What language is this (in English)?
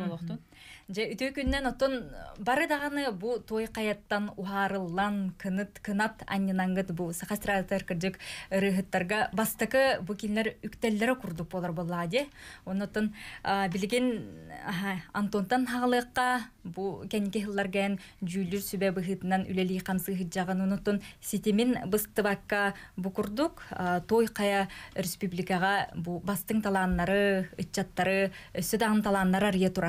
Yakut